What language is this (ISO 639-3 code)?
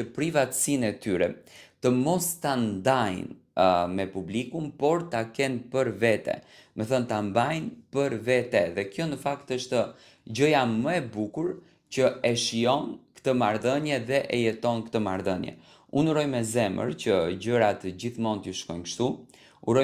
sqi